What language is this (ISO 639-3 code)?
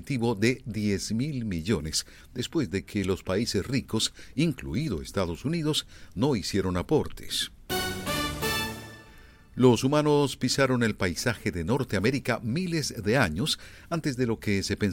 spa